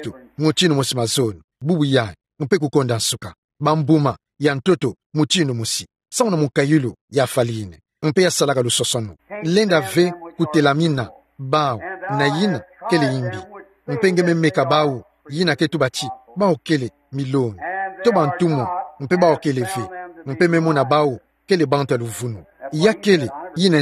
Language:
Kituba (Democratic Republic of Congo)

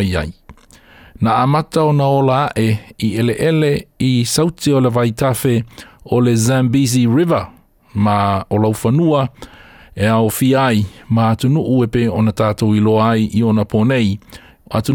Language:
Samoan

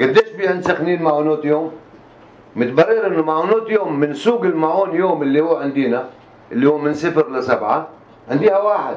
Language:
North Levantine Arabic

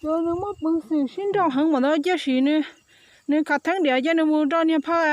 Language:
Hmong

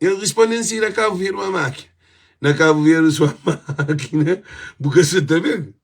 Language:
Kabuverdianu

